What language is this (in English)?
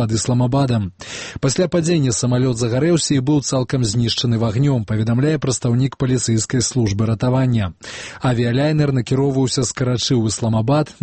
Belarusian